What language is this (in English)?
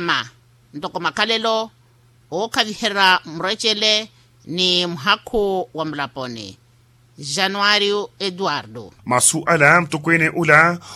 Makhuwa